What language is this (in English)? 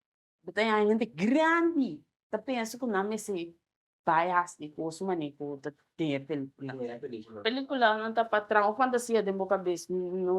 Papiamento